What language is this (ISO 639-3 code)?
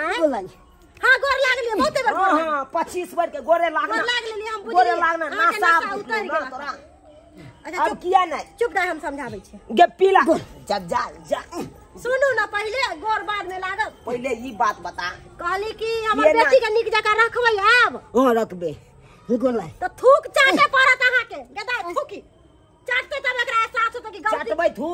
mai